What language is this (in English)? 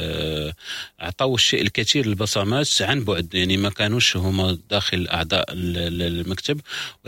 Moroccan Arabic